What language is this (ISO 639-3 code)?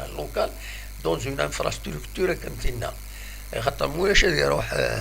kab